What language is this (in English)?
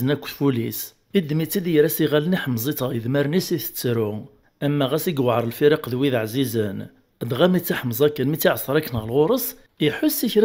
Kabyle